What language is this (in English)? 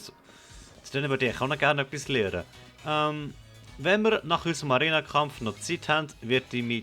Swiss German